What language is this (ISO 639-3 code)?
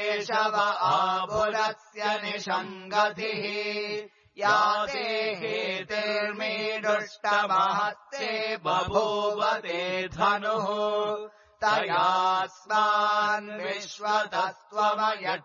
san